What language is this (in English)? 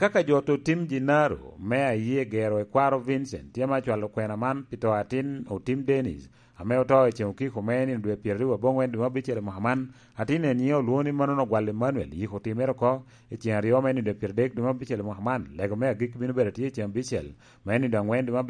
Lango (Uganda)